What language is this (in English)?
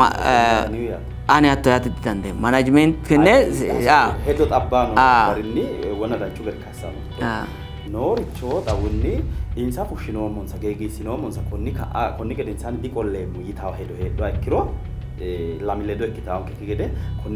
Sidamo